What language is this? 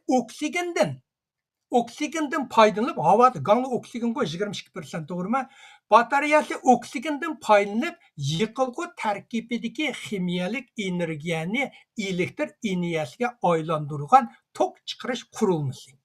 Uyghur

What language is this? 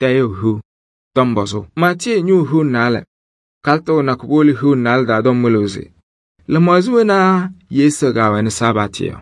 Kabiyè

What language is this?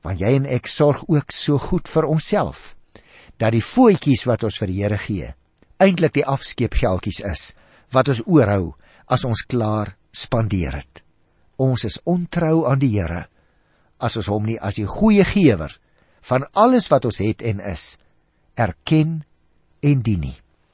Afrikaans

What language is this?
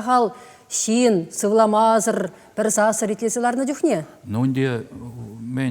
Chuvash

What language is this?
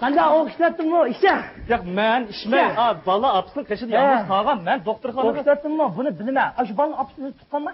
Uyghur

